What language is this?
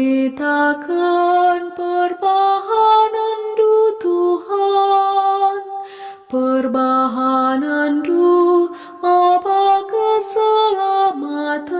Batak Karo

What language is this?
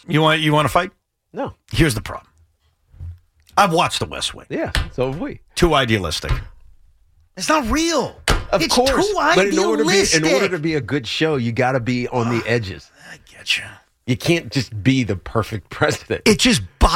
English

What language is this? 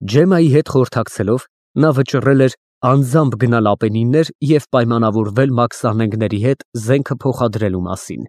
Armenian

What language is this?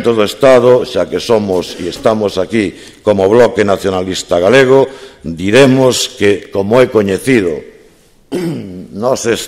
Galician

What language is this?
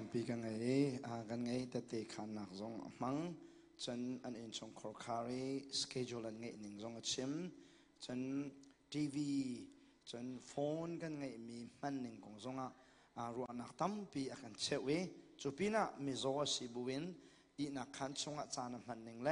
Hakha Chin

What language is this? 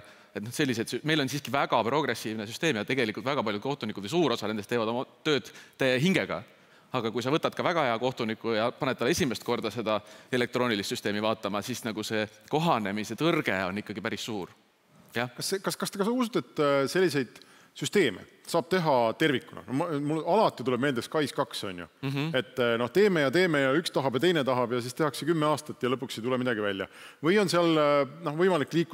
Estonian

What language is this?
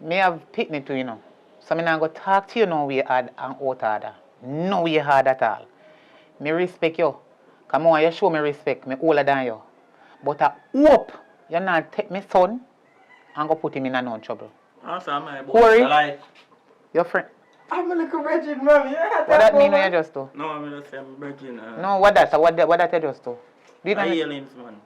Jamaican Creole English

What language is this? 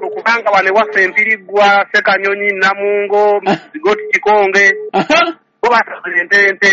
Ganda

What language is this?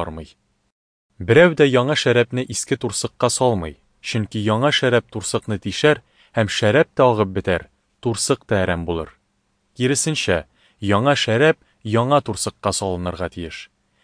Tatar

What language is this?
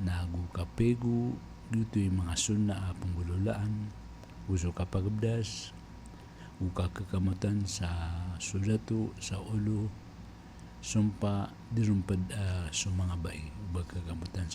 Maranao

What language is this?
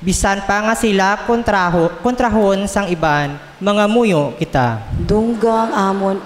Hiligaynon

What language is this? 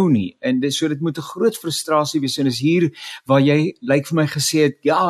Afrikaans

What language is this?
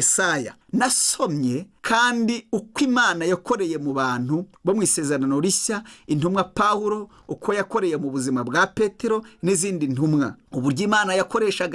Kinyarwanda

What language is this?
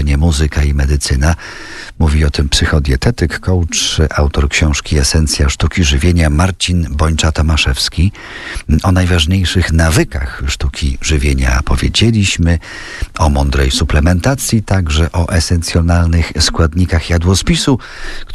Polish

